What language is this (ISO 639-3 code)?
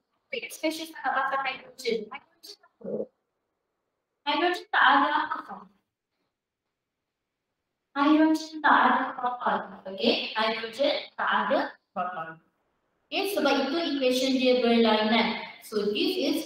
msa